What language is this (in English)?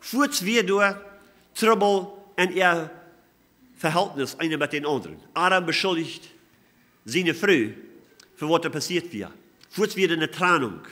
Plautdietsch